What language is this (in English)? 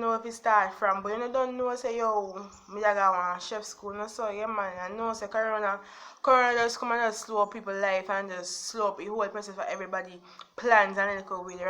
Jamaican Creole English